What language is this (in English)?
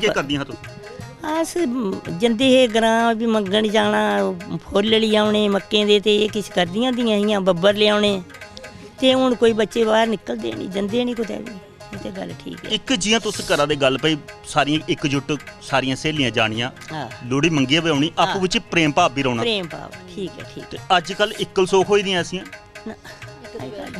Dogri